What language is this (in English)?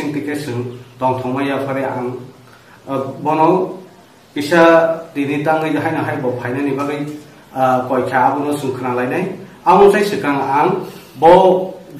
Kok Borok